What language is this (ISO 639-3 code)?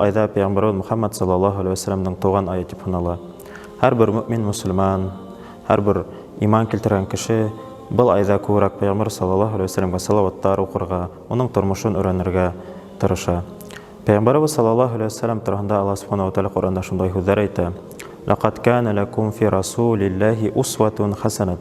bak